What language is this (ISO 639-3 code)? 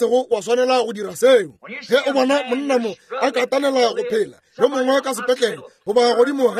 nso